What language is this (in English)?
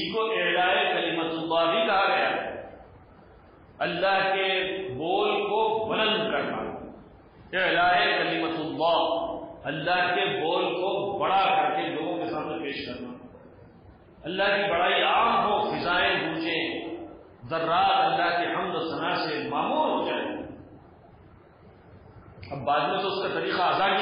Urdu